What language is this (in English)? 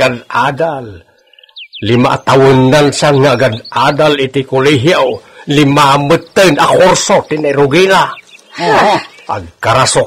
Iloko